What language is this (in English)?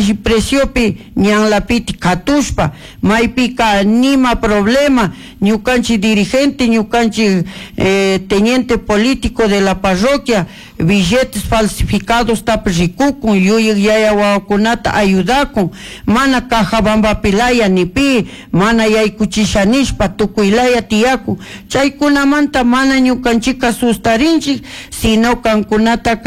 Chimborazo Highland Quichua